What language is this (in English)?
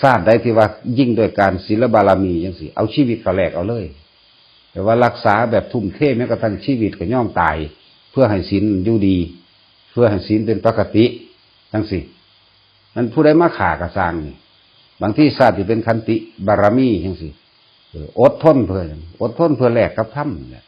Northeastern Thai